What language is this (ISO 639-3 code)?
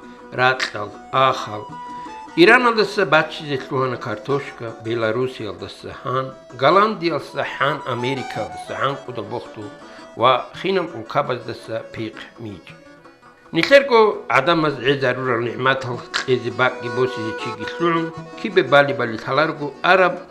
ava